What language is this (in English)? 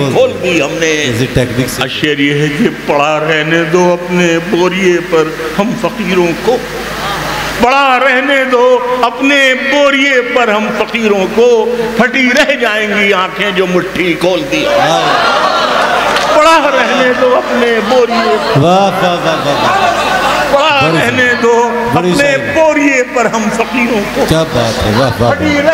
Urdu